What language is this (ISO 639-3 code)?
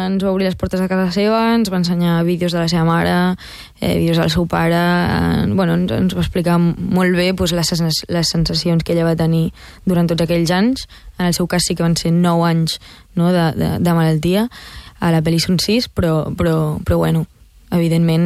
cat